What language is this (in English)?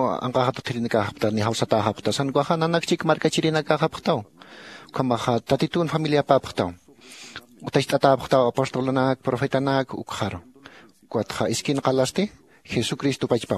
Aymara